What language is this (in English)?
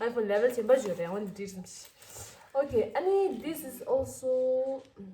Tibetan